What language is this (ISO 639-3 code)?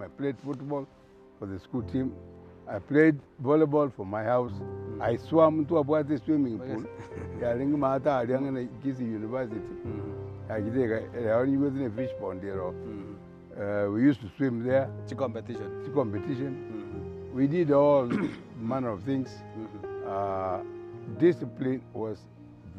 guz